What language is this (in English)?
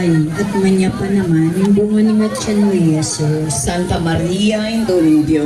Pampanga